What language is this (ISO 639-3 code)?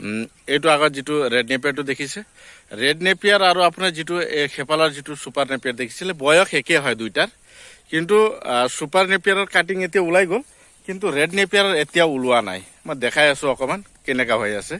asm